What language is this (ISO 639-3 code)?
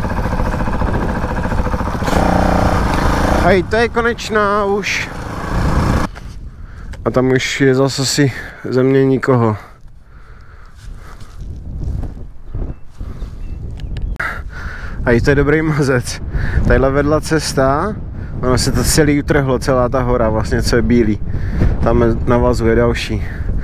ces